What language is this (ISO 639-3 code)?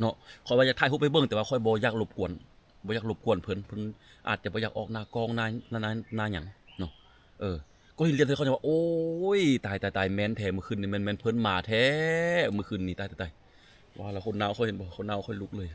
lao